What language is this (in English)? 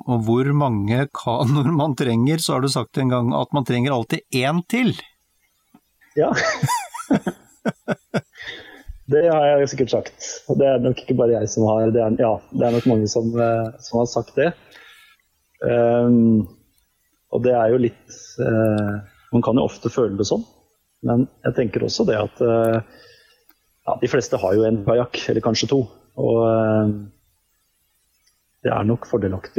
Norwegian